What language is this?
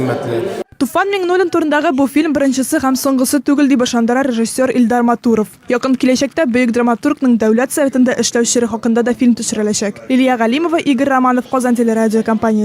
Tatar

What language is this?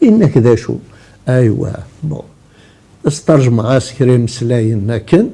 Kabyle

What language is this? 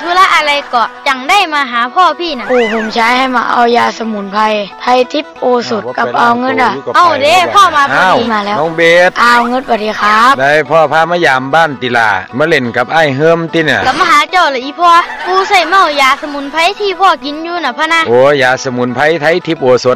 Thai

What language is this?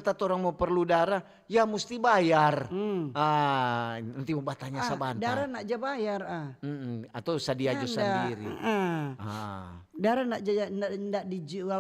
Manado Malay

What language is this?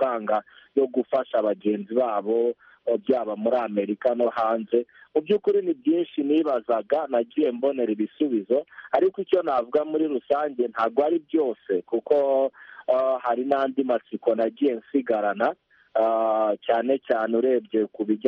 Kinyarwanda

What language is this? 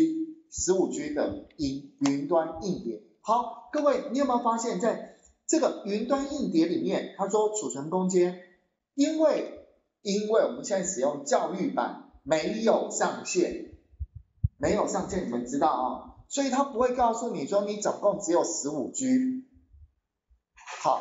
Chinese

